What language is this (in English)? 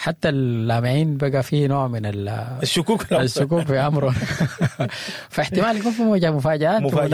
Sudanese Arabic